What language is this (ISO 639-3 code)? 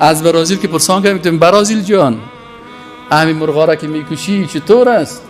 fas